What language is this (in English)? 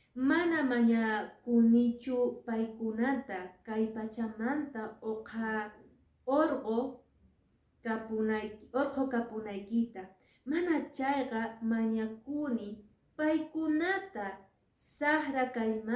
Quechua